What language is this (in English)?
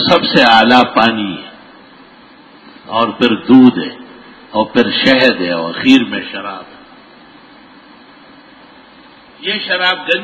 Urdu